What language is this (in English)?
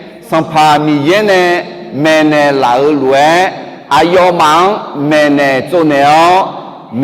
Akha